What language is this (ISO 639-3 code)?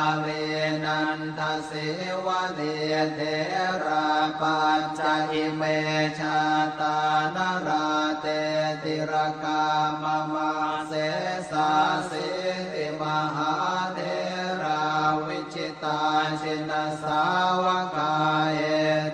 pli